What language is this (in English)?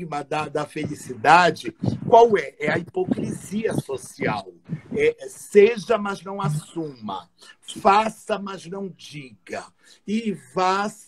Portuguese